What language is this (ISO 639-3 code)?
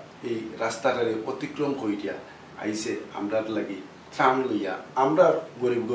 syl